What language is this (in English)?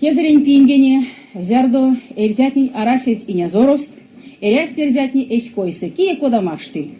Erzya